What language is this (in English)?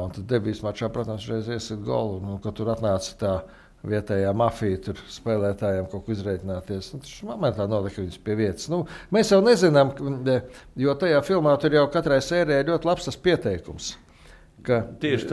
Latvian